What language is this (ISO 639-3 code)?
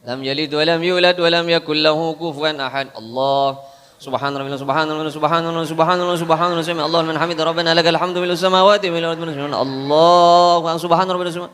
mad